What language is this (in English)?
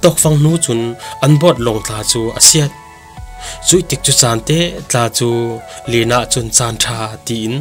Falam Chin